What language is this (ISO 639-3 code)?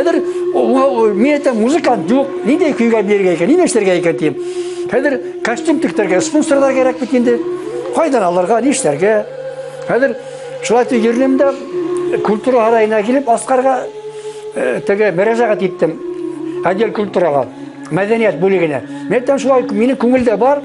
bak